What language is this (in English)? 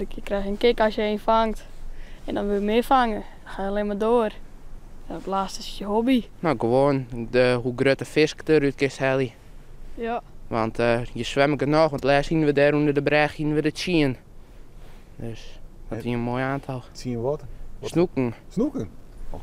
Western Frisian